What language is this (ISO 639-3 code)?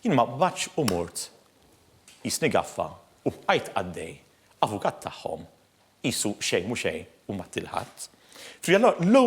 mlt